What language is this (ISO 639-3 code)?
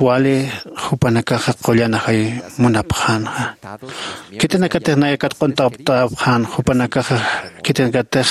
aym